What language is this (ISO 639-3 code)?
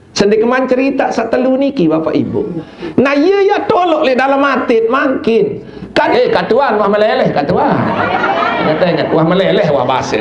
sas